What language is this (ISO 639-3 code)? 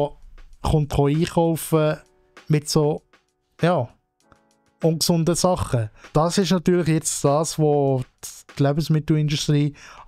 gsw